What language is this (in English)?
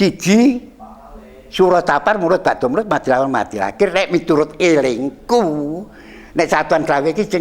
Javanese